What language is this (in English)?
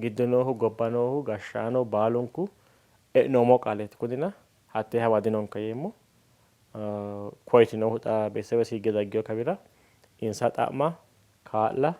Sidamo